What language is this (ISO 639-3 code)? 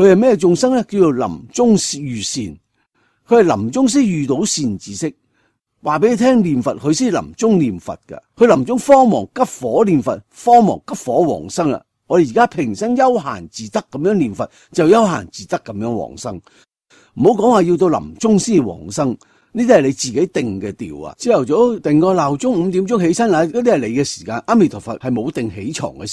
yue